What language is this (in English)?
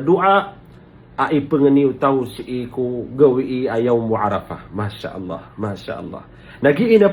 Maranao